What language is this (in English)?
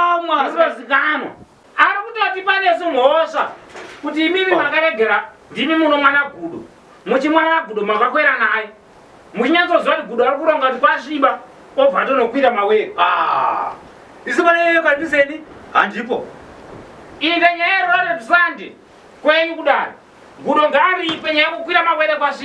Shona